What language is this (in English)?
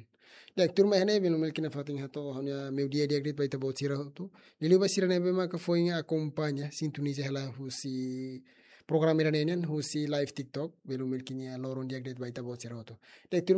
Tetum